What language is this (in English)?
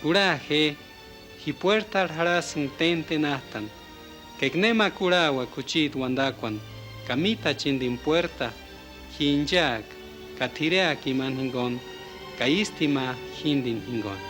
Purepecha